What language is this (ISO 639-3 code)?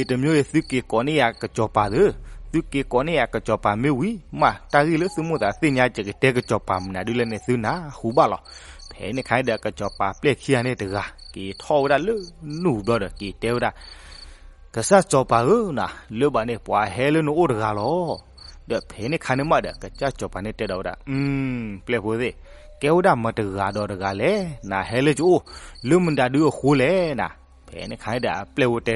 ksw